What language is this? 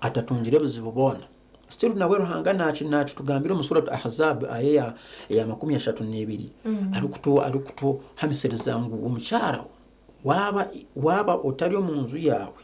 Nyankole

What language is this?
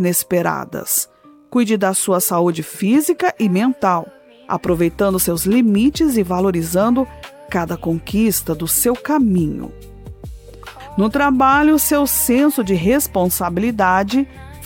Portuguese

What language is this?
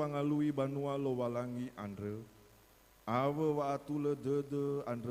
Nias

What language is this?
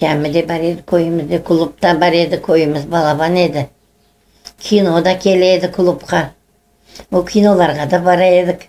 Crimean Tatar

